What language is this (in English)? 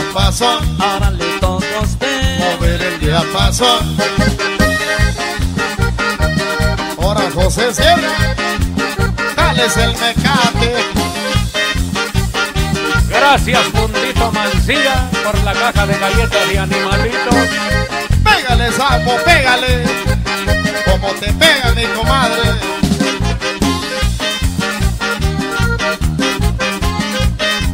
Spanish